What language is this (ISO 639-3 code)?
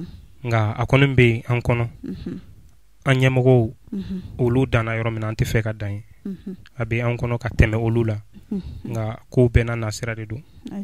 bam